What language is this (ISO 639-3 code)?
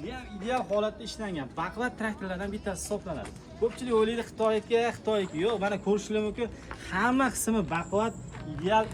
uzb